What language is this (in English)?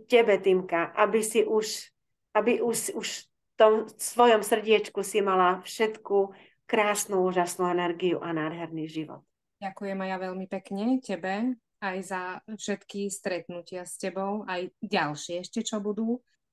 Slovak